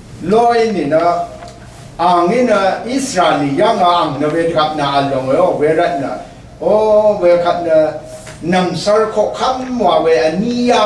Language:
Rawang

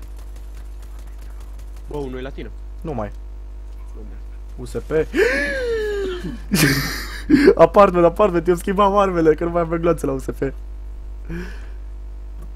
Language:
Romanian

